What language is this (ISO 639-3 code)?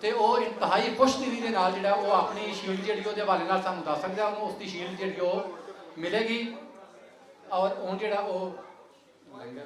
lah